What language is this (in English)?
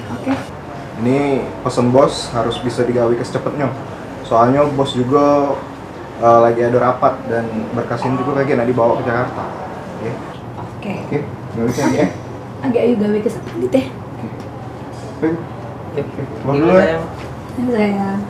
Musi